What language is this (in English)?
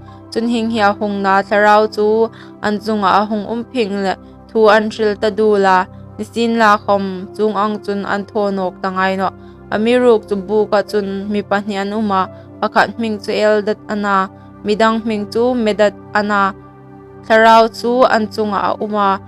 Hmar